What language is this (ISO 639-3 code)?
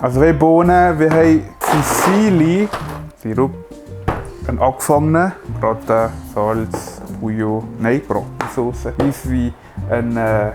gsw